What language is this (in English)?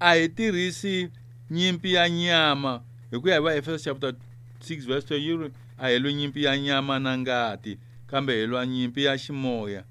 Tsonga